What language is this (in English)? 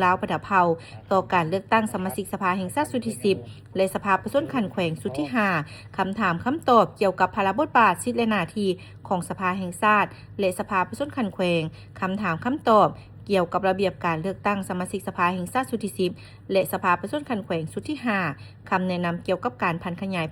Lao